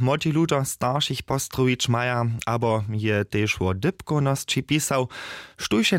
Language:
Upper Sorbian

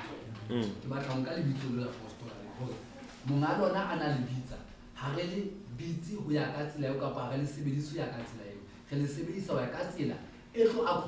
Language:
Southern Sotho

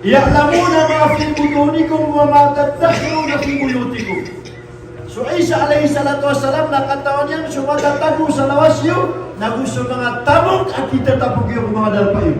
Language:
Maranao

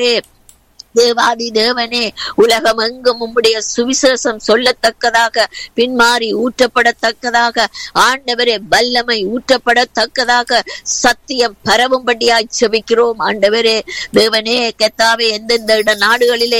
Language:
Tamil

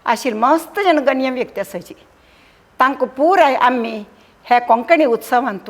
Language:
Konkani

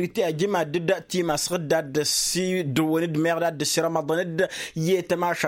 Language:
Tamasheq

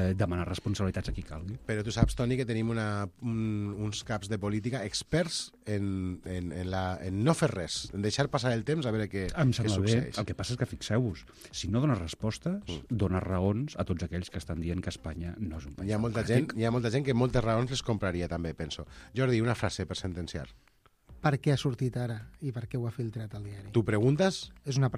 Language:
Catalan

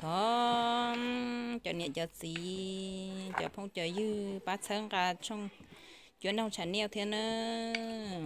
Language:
Hmong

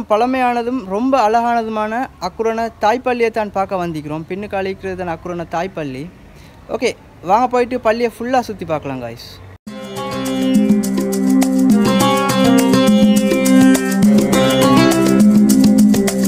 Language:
Tamil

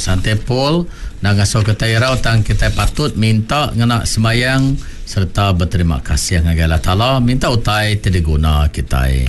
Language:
Iban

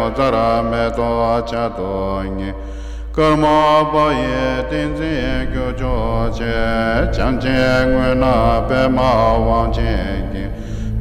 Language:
Tibetan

